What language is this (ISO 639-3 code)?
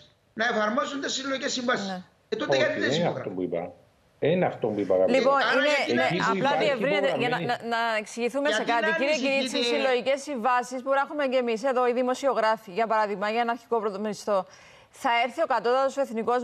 ell